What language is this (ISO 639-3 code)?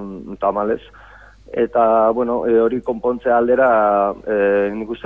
eus